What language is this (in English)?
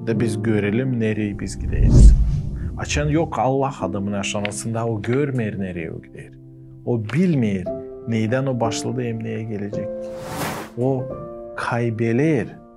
Gagauz